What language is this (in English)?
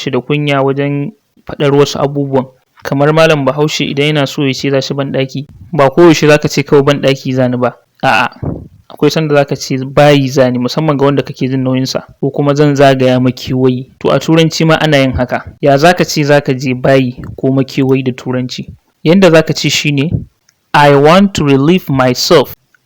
Hausa